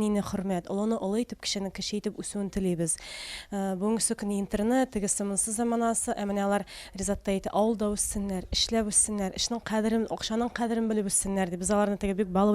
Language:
Tatar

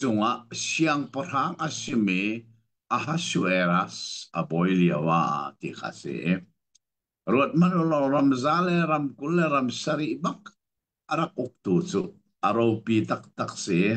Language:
Hakha Chin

